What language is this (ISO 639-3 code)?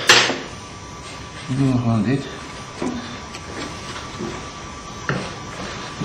nld